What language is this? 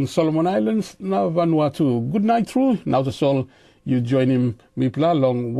Tok Pisin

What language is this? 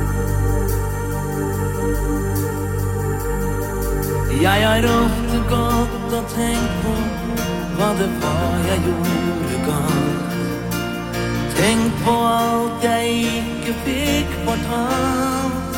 Norwegian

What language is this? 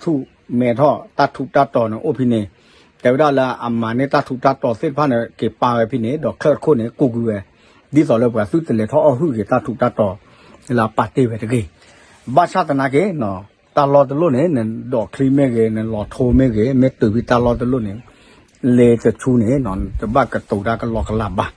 S'gaw Karen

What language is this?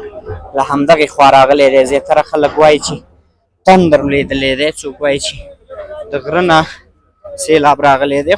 Pashto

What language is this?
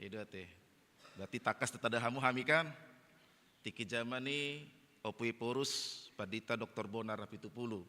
Batak Toba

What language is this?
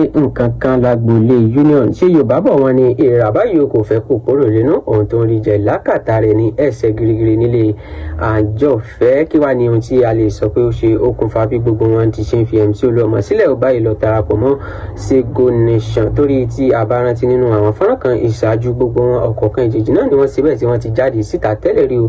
Yoruba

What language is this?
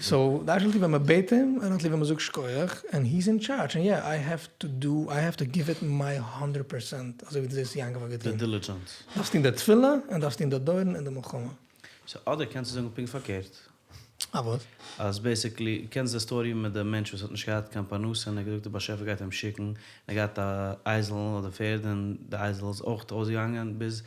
Yiddish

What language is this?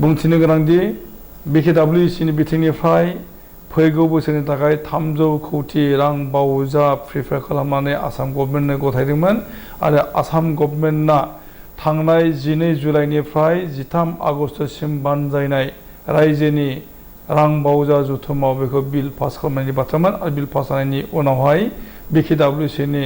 Bodo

